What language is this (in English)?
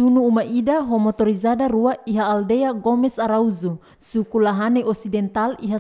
Tetum